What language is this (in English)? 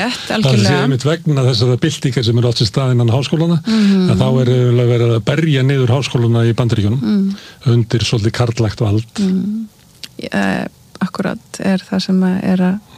Icelandic